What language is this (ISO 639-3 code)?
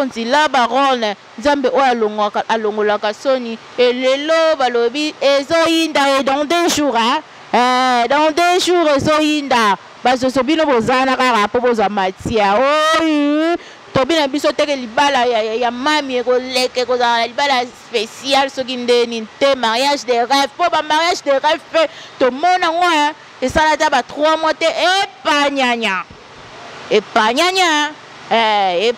lin